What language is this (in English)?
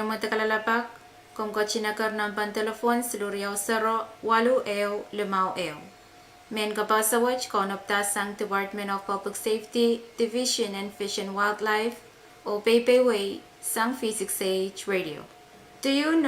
Pohnpeian